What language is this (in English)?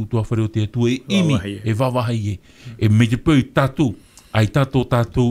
Tahitian